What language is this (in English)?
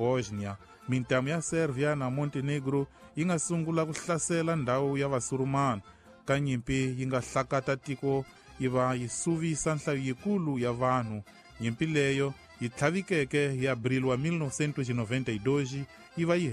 Tsonga